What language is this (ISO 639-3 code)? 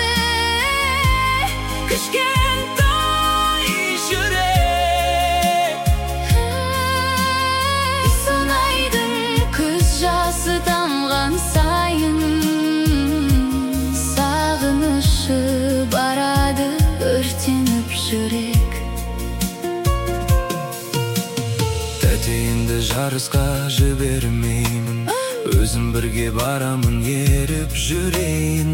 kaz